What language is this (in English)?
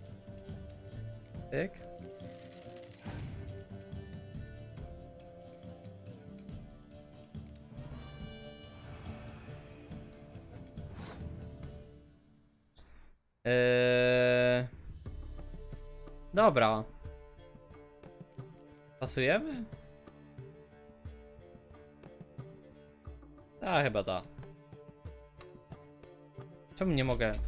Polish